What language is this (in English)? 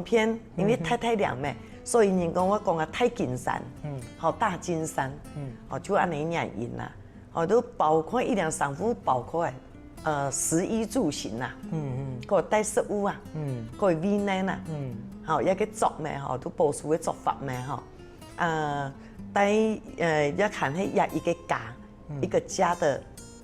Hakka Chinese